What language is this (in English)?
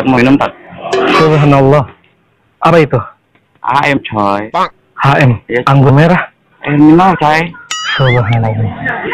Betawi